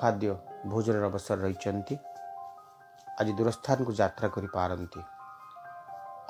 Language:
Odia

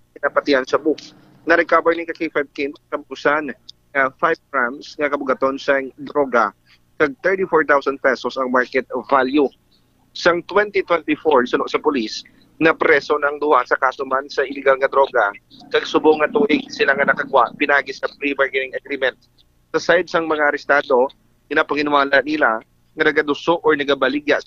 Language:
Hiligaynon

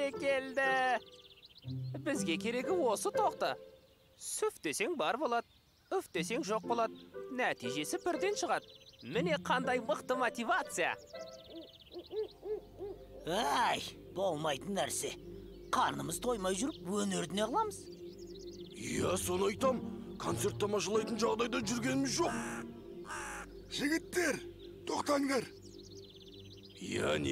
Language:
Kazakh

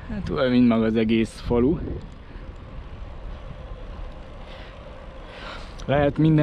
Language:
Hungarian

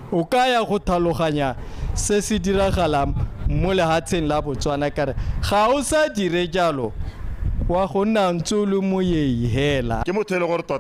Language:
Tswana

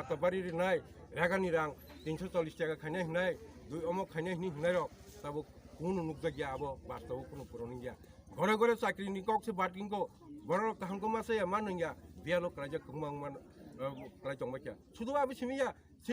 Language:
Kok Borok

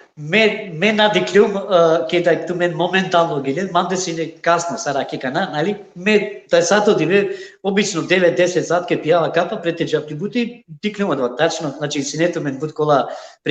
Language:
Balkan Romani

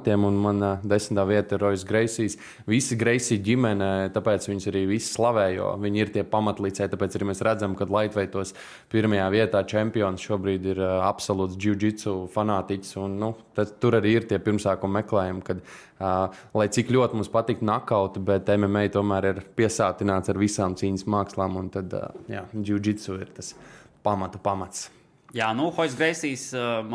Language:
Latvian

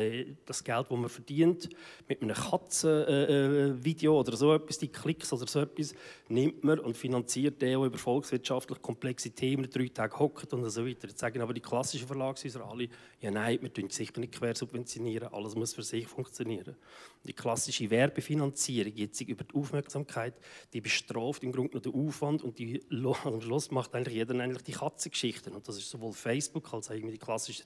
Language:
German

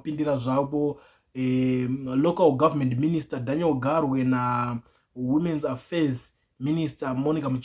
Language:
Shona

